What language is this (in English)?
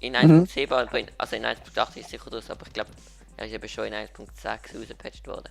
Swiss German